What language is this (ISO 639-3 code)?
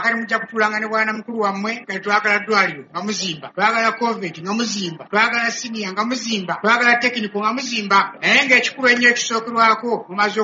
lug